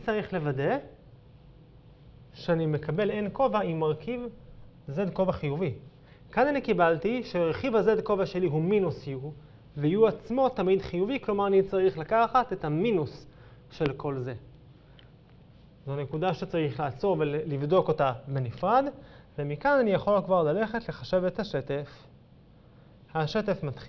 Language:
Hebrew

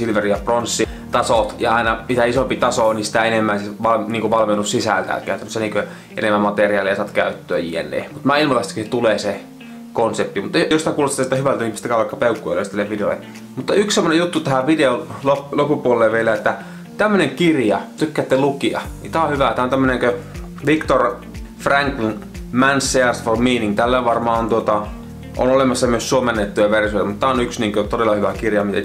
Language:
Finnish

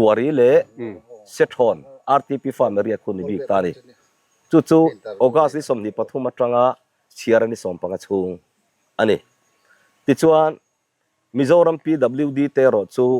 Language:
Mizo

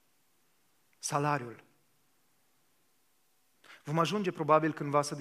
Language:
Romanian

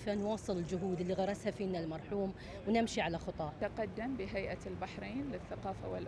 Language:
Gulf Arabic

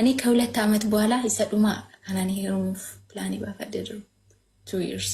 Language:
Oromo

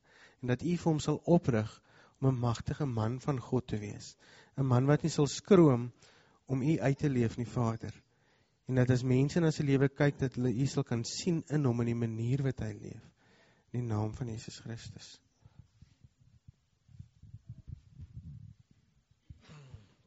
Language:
Afrikaans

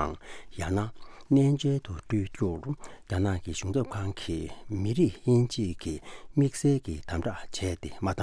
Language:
Tibetan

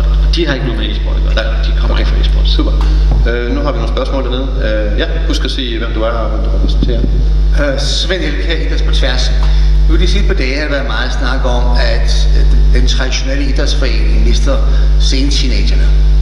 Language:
Danish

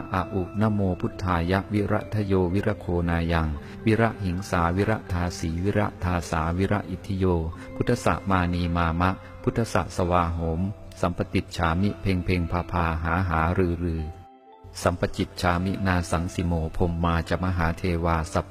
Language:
Pali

